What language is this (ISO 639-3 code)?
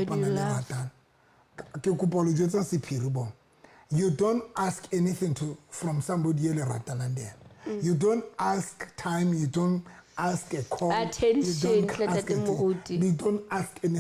sot